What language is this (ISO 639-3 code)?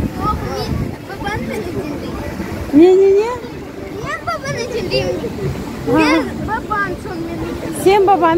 crh